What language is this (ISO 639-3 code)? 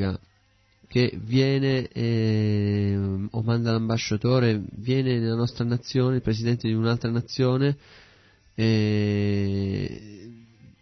ita